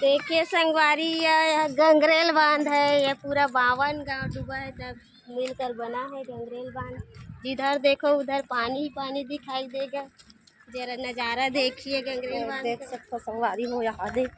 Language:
Chhattisgarhi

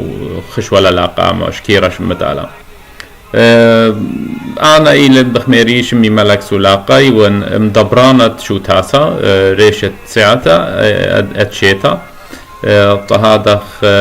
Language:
Assyrian Neo-Aramaic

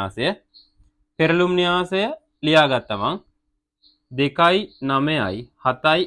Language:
Sinhala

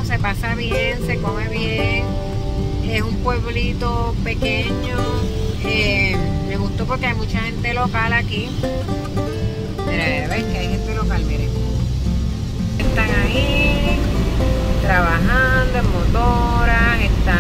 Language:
Spanish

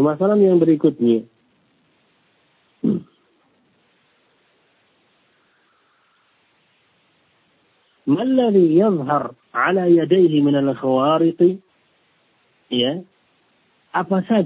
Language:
Indonesian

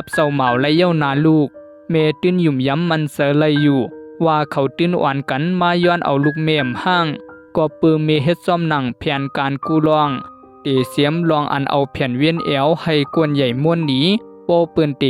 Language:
Shan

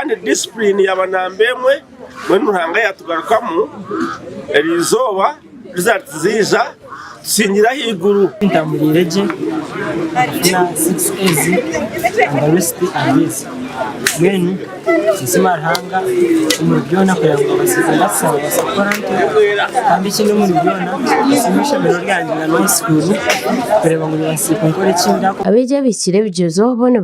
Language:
Nyankole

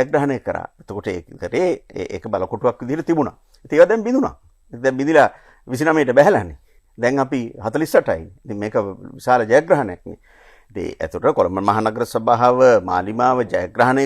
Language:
Sinhala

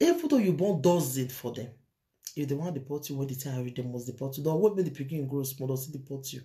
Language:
Nigerian Pidgin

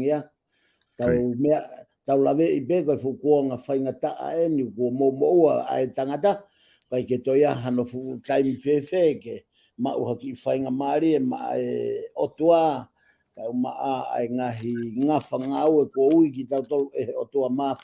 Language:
Tongan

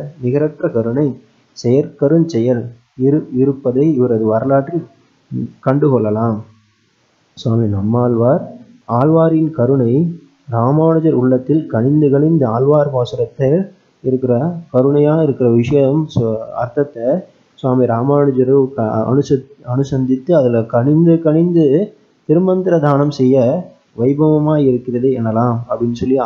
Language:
Tamil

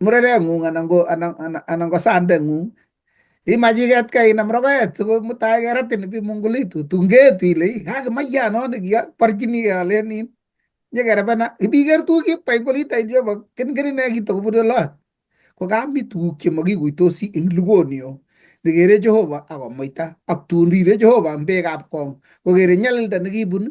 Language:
Kalenjin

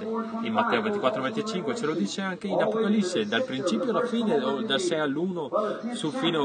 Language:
Italian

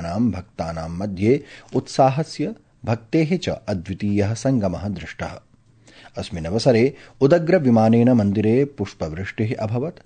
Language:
Sanskrit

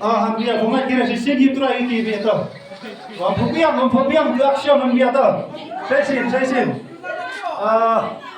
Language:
Khasi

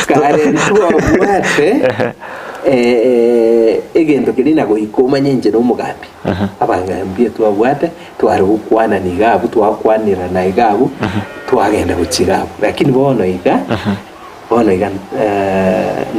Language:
Gusii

